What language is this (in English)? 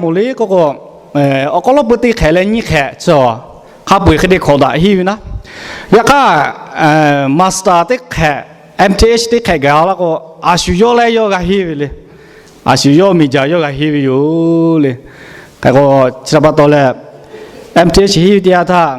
Lahu